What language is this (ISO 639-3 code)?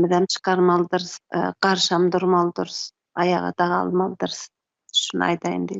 tuk